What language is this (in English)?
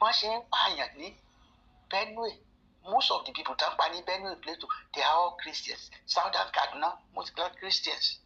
Yoruba